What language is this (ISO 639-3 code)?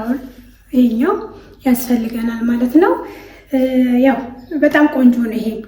amh